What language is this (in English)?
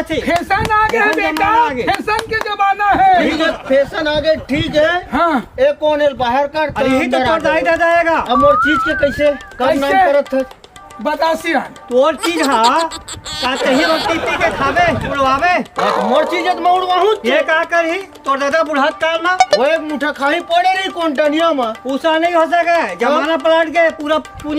Chhattisgarhi